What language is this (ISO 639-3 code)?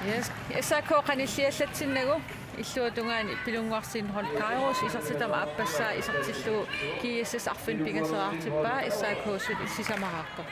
kal